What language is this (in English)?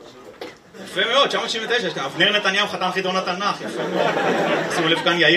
Hebrew